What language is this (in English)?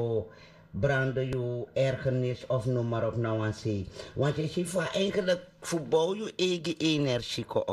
Sranan Tongo